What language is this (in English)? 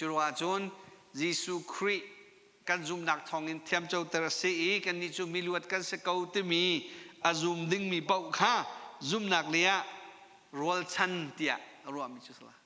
Hakha Chin